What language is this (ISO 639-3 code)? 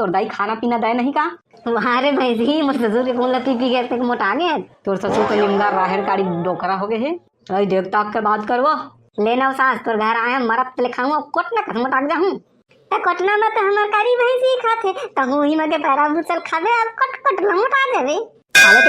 hne